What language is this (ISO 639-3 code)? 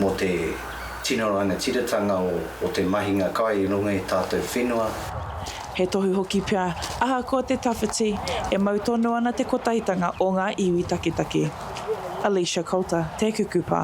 mri